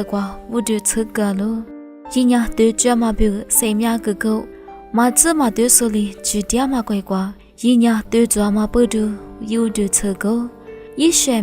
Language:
Lisu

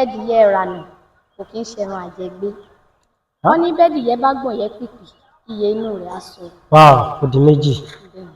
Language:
Yoruba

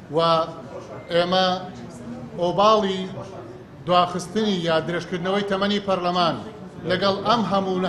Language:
Central Kurdish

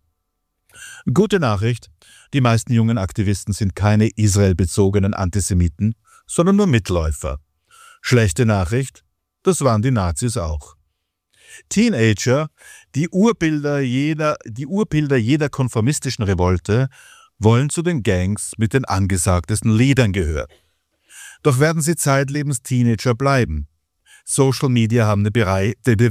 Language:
German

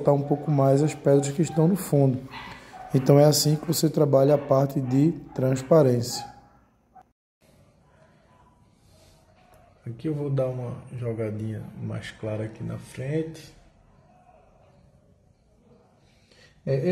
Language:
Portuguese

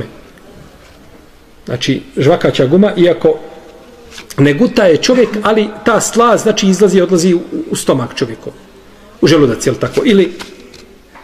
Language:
Bosnian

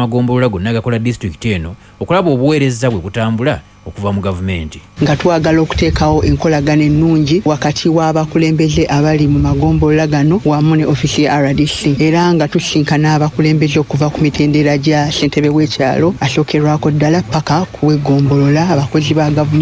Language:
Ganda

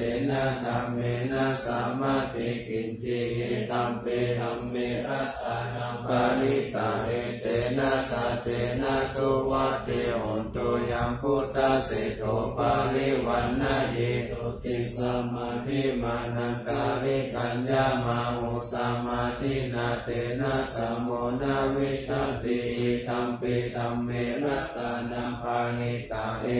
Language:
Pali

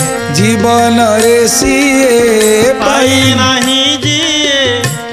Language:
Odia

